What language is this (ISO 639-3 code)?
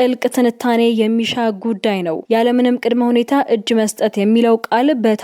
amh